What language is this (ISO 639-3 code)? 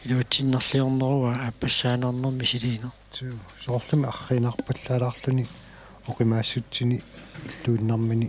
kal